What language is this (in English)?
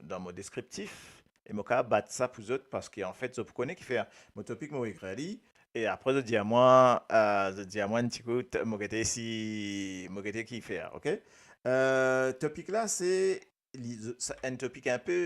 Morisyen